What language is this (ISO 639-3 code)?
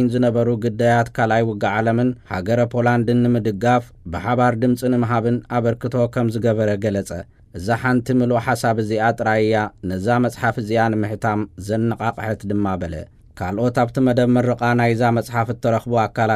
tir